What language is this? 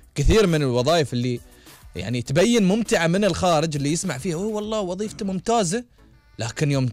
Gulf Arabic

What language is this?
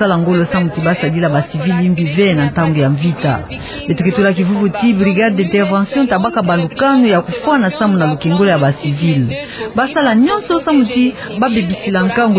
Kituba (Democratic Republic of Congo)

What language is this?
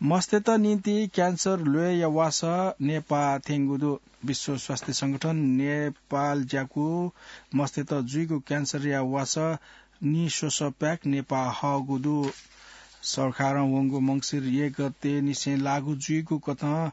Newari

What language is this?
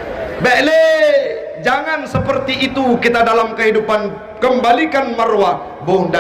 Achinese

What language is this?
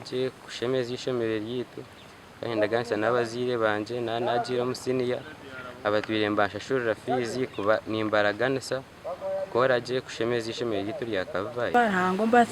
Nyankole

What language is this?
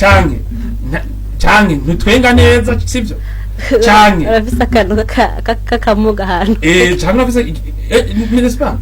Rundi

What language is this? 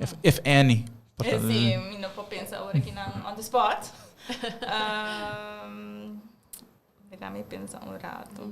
Papiamento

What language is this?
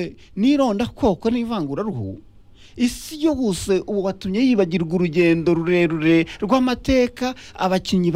Kinyarwanda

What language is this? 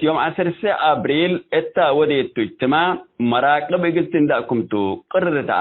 Tigre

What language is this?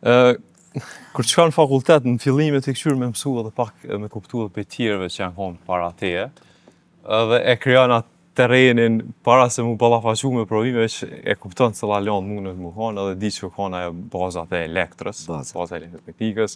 Albanian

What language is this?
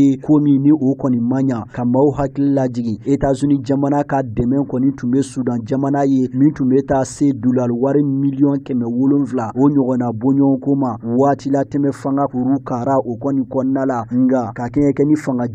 Bambara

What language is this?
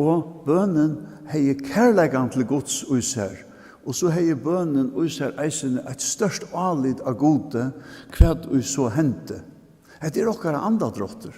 Faroese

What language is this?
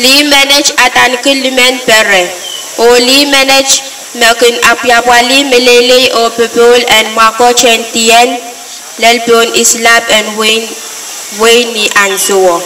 Pohnpeian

